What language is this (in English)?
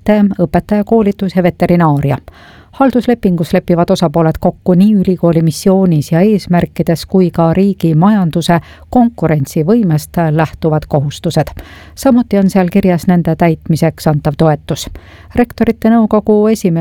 Estonian